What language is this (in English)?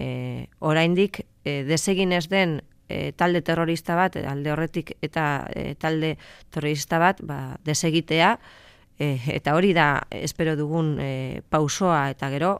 Basque